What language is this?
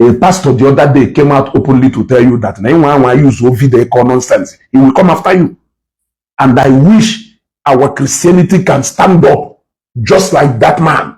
Igbo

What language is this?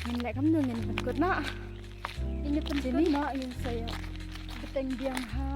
Khasi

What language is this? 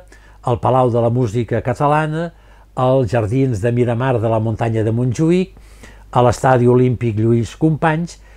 Catalan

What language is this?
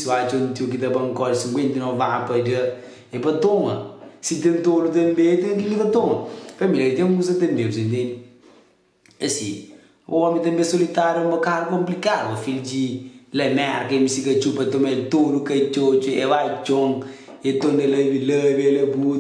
Kabuverdianu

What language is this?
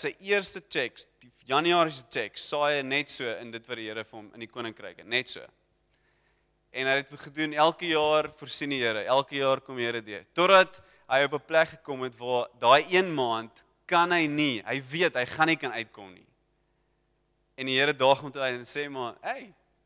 Afrikaans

